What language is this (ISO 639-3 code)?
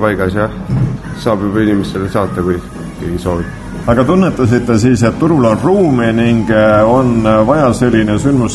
est